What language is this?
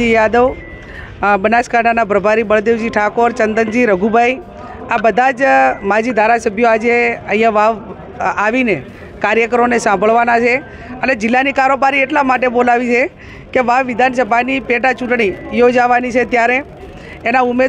Gujarati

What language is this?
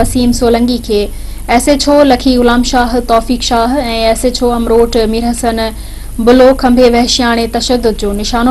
Sindhi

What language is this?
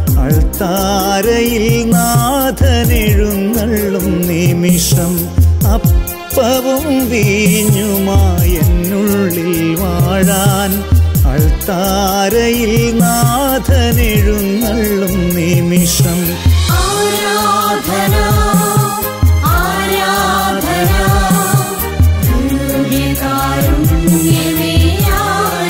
Malayalam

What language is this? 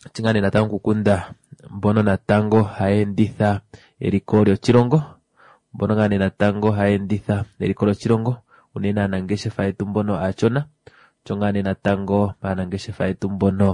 Kuanyama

